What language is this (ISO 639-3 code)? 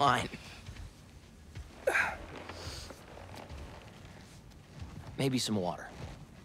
eng